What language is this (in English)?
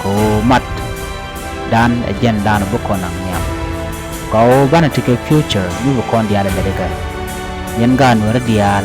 Nuer